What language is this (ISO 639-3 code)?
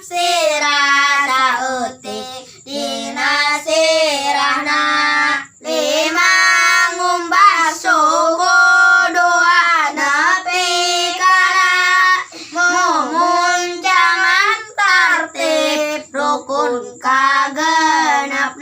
sun